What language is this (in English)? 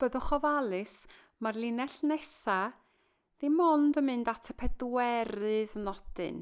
Welsh